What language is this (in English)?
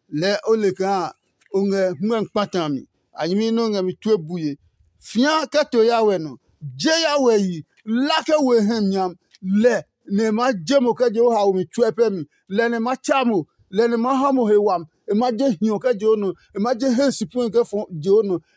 Adangme